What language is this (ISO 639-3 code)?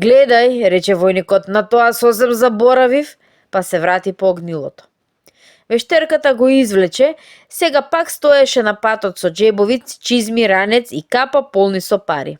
mkd